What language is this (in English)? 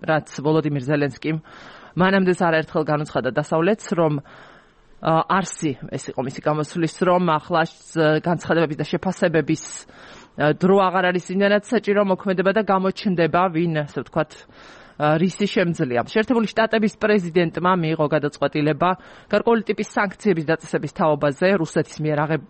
Georgian